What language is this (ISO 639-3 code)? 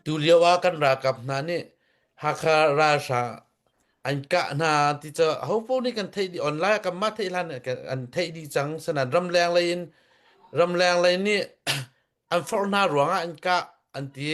cnh